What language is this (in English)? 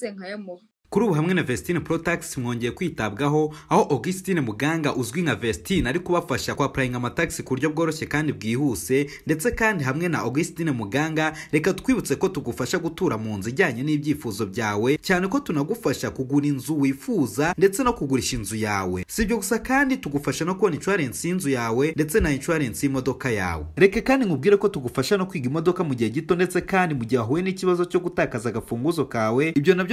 Kinyarwanda